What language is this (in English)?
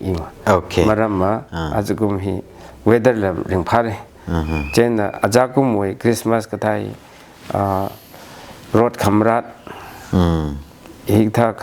Tangkhul Naga (India)